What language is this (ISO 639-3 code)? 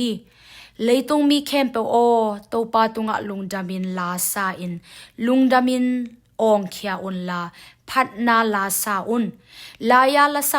ctd